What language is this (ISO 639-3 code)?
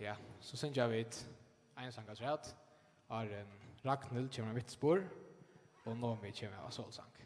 fao